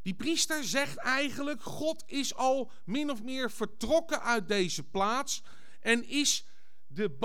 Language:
Dutch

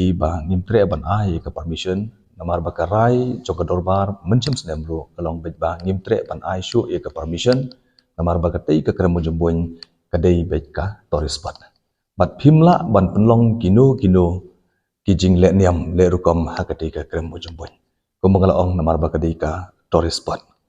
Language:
Khasi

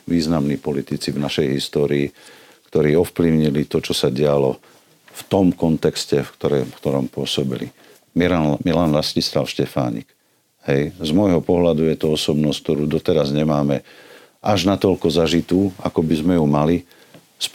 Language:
Slovak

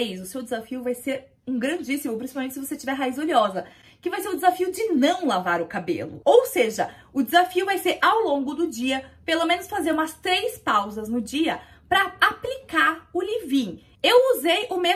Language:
Portuguese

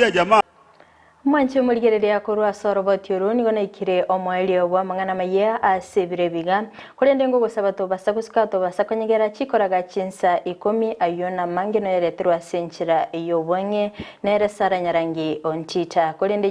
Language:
Gusii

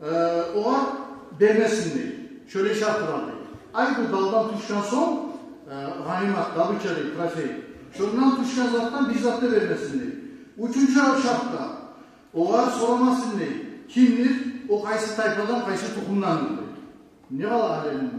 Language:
Kumyk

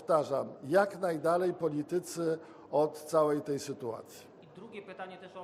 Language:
Polish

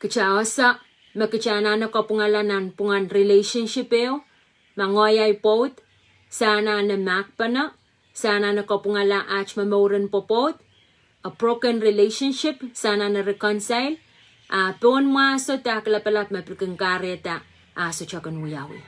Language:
Pohnpeian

